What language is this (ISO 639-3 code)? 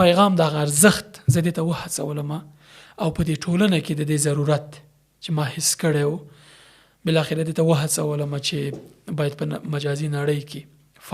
pus